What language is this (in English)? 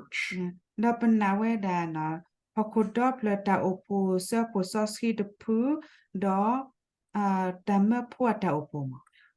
S'gaw Karen